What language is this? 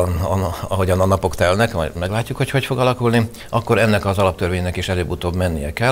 Hungarian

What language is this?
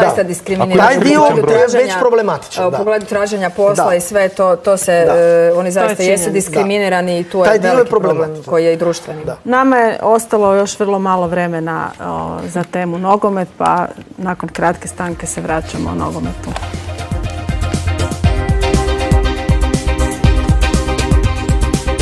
Croatian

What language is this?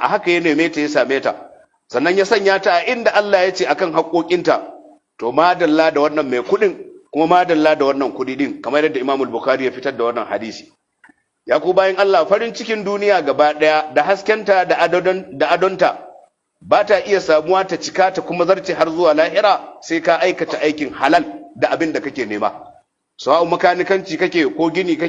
Hausa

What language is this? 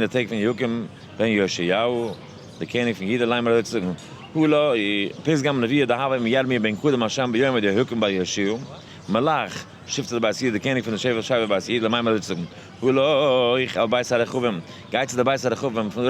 Yiddish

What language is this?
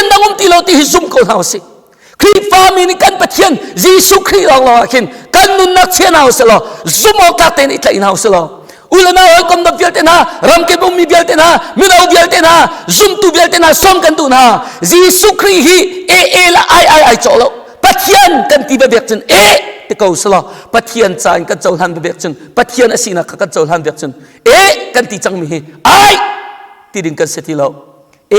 Hakha Chin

